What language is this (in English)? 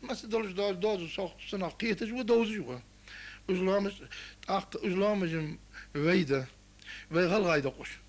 Ingush